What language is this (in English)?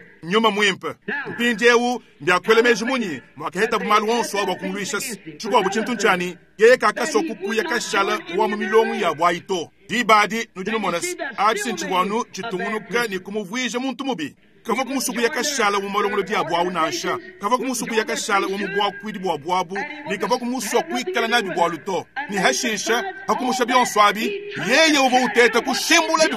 Luba-Lulua